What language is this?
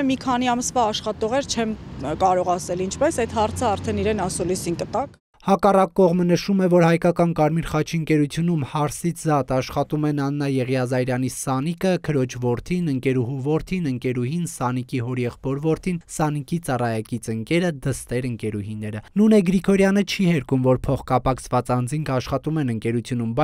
Armenian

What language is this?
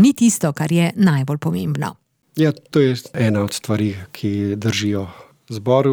Slovenian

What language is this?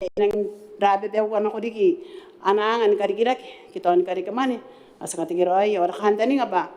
Gilbertese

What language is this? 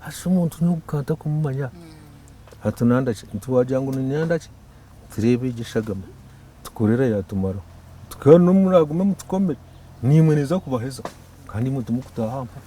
Nyankole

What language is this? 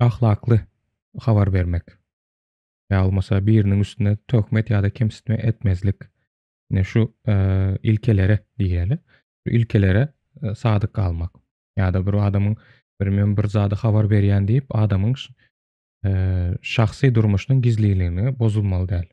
Turkmen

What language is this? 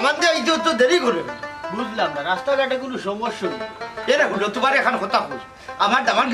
Sylheti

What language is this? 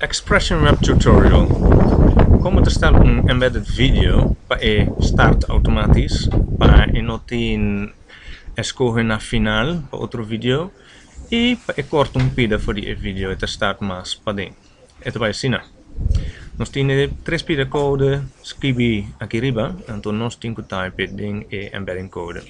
Papiamento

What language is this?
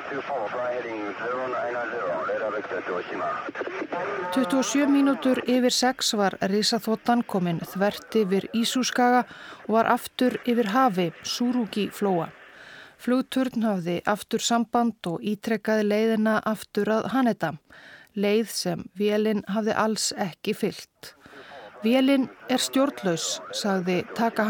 Icelandic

